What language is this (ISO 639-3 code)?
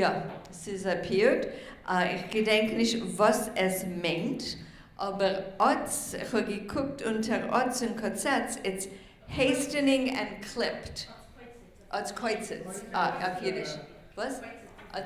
yid